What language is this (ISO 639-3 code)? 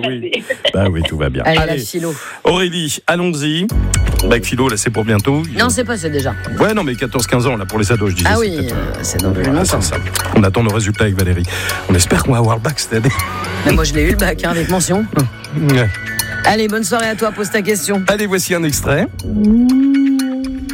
fra